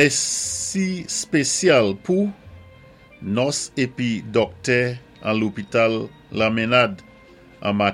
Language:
Saint Lucian Creole French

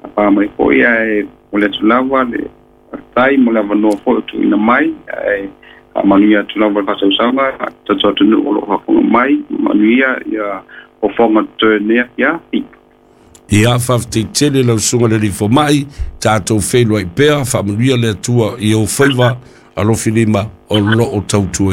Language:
Samoan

